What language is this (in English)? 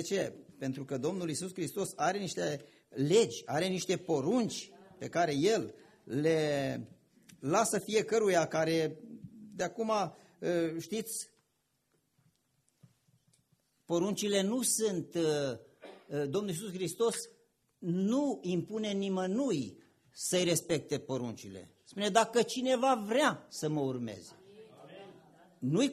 Romanian